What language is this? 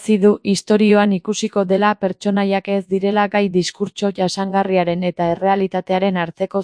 Basque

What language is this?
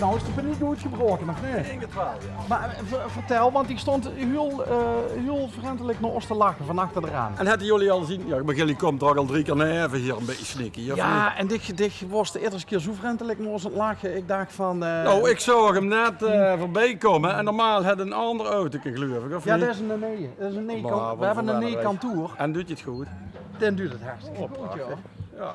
Limburgish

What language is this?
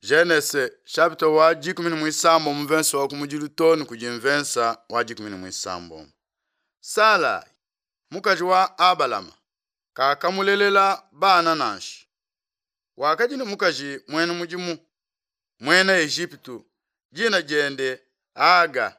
Luba-Lulua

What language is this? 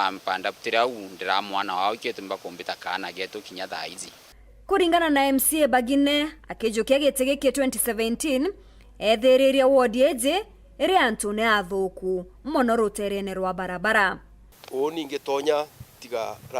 Meru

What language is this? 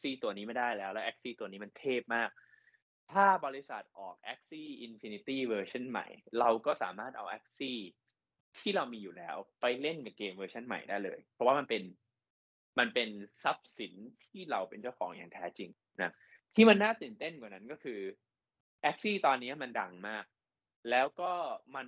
Thai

